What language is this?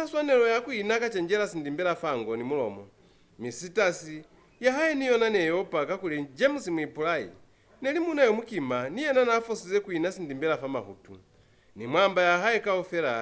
Lozi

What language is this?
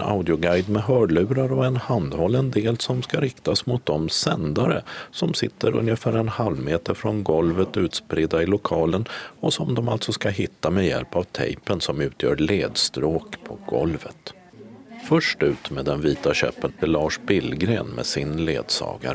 Swedish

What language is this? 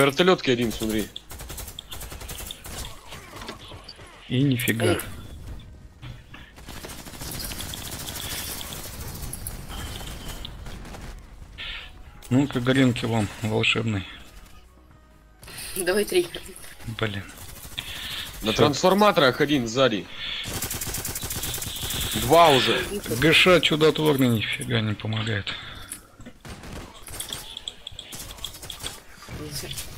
Russian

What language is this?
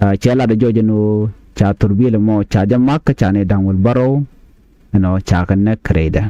Nuer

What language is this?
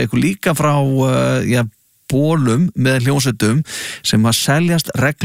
Icelandic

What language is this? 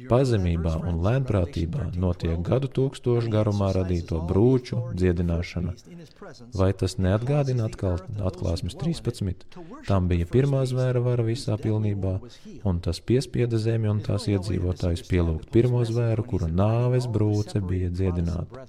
Latvian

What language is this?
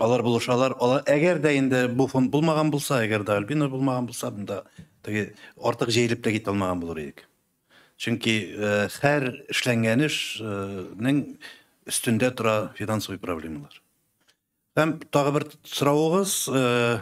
Tatar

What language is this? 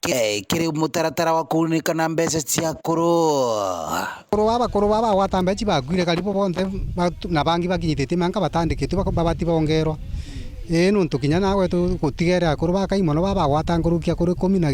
Meru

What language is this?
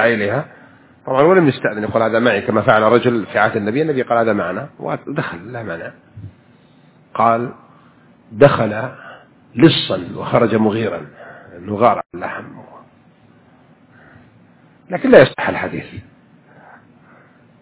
Arabic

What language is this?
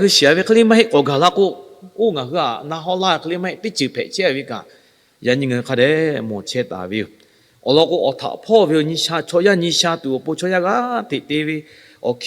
Lahu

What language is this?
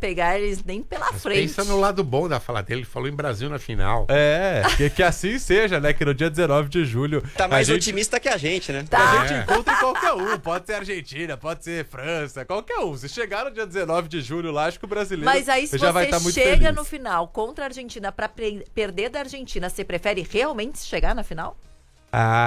Portuguese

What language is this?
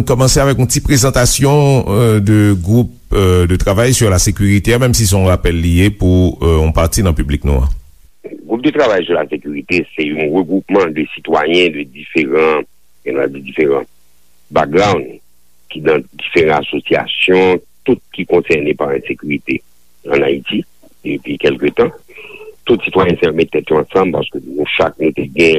Haitian Creole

